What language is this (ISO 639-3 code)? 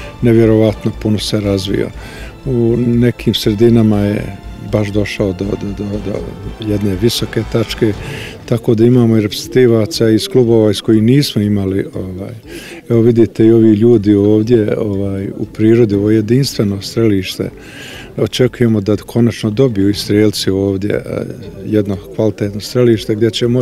bos